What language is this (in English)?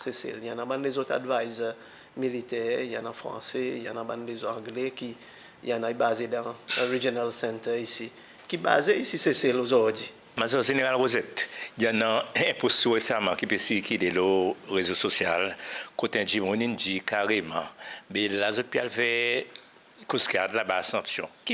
Seselwa Creole French